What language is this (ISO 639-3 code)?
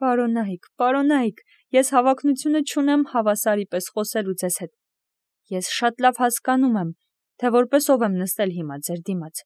hye